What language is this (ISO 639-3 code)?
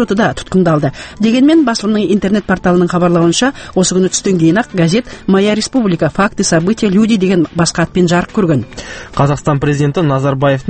kaz